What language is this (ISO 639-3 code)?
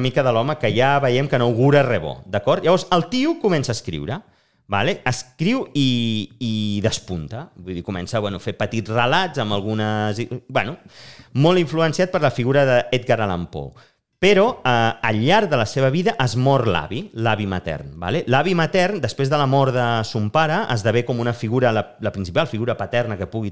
cat